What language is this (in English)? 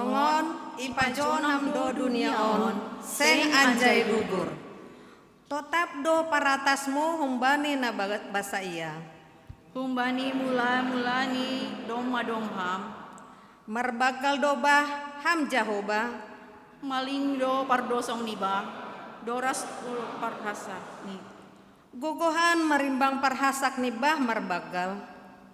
Batak Simalungun